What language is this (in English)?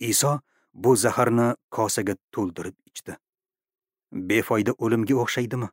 Uzbek